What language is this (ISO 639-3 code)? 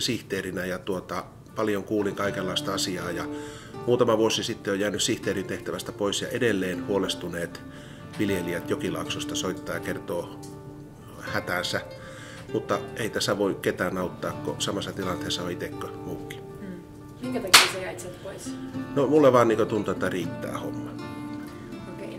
fin